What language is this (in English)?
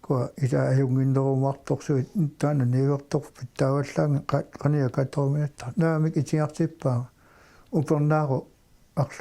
Kalaallisut